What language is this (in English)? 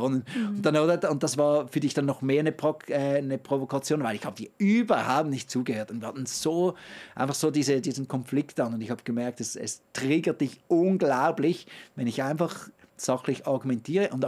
Swiss German